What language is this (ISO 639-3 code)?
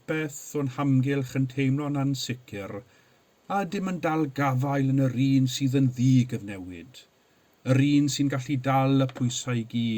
cym